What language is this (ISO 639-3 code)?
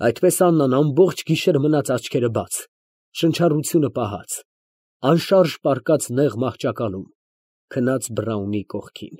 hye